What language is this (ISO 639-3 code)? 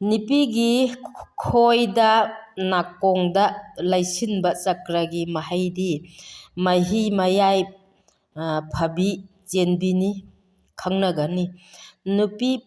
mni